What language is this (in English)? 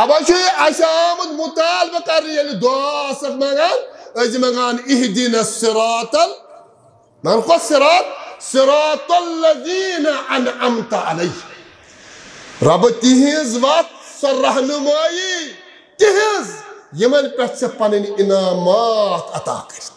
Kashmiri